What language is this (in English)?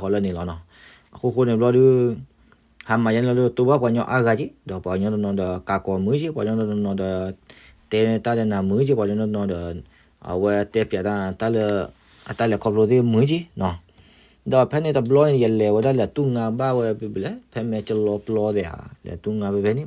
S'gaw Karen